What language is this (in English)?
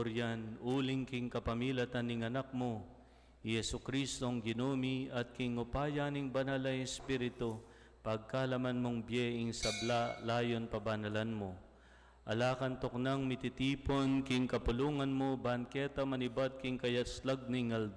Pampanga